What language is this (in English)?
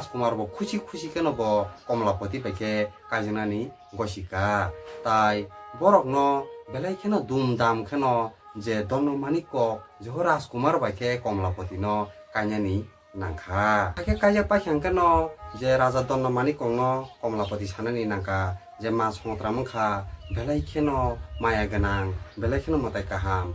Kok Borok